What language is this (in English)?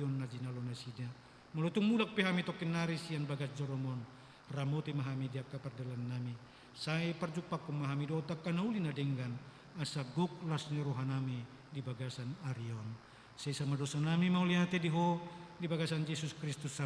Batak Toba